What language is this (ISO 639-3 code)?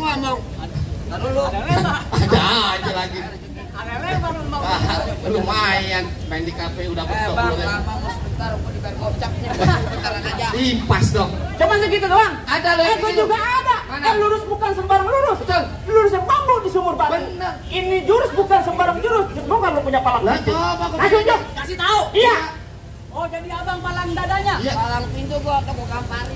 bew